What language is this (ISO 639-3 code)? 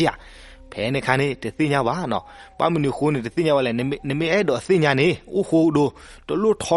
ksw